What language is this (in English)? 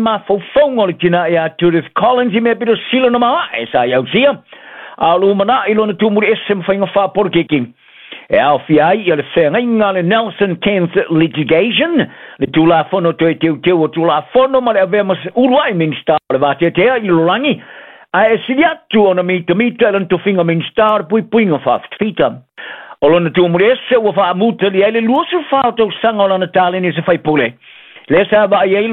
Samoan